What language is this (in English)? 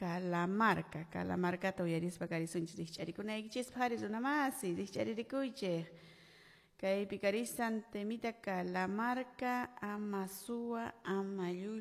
Quechua